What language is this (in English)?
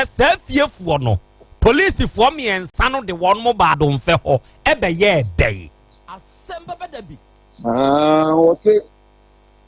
Akan